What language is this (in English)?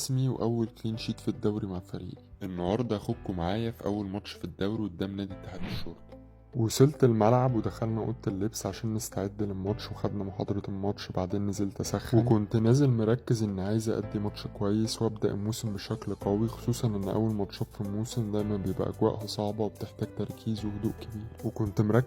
Egyptian Arabic